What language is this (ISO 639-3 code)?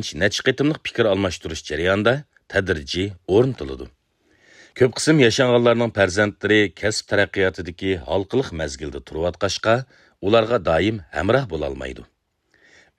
uig